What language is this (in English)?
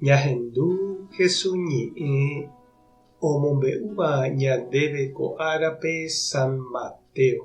Guarani